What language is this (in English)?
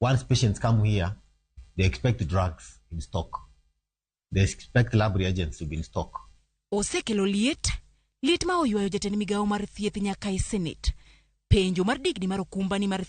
Luo (Kenya and Tanzania)